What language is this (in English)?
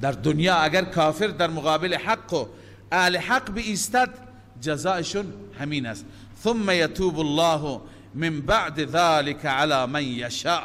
Persian